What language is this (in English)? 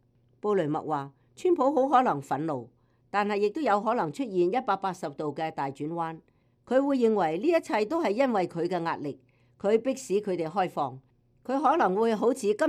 Cantonese